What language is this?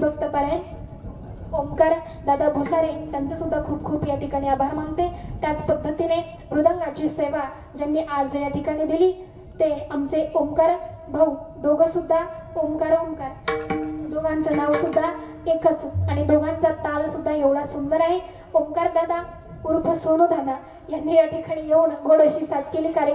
Marathi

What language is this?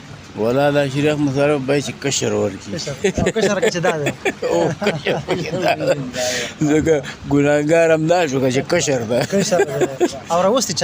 Pashto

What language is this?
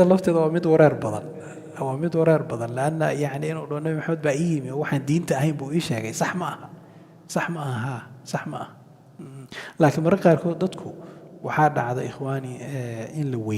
Somali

